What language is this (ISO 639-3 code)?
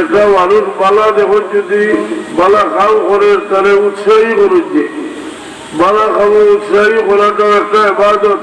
syl